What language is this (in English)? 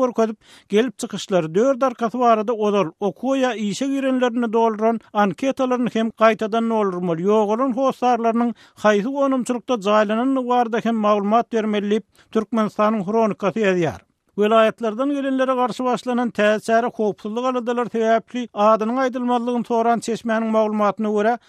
Turkmen